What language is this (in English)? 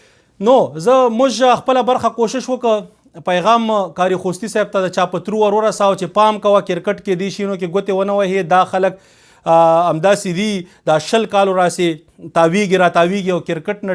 Pashto